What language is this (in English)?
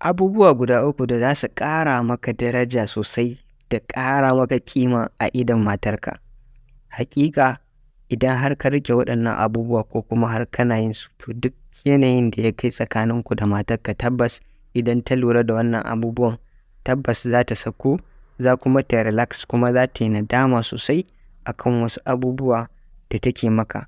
Hausa